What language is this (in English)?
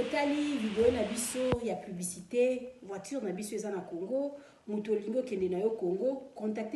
Lingala